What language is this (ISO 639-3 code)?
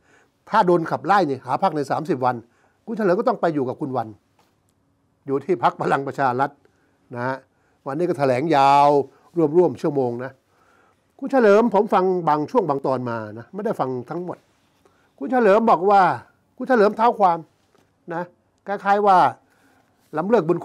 tha